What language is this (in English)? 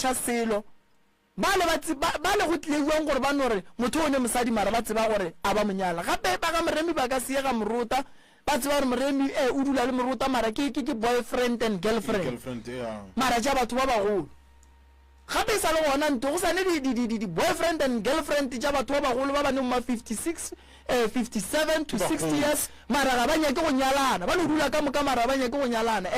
Northern Sotho